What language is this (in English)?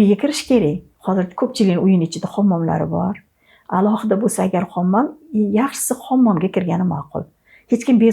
Uzbek